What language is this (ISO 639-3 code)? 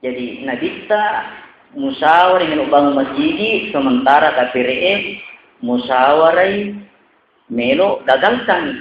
bug